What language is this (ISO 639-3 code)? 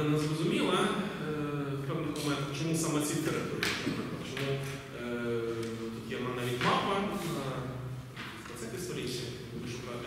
ukr